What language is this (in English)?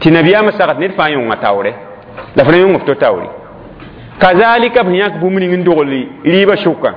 Mossi